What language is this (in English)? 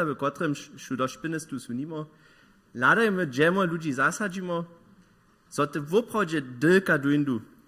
Upper Sorbian